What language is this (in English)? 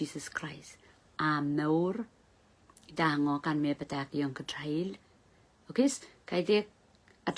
Pohnpeian